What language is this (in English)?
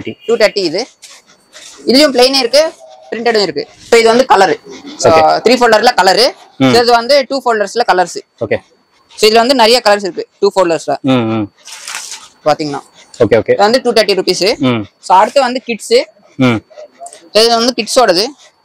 Tamil